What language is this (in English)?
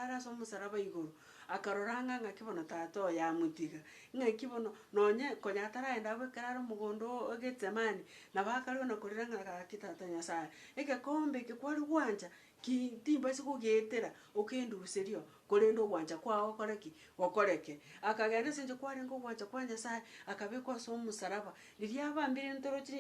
Gusii